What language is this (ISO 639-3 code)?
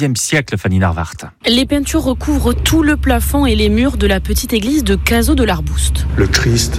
fra